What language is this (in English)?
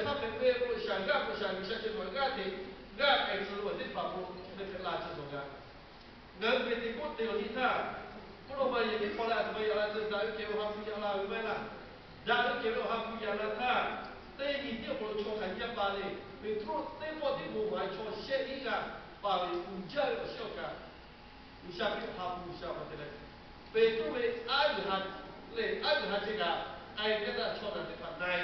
Lahu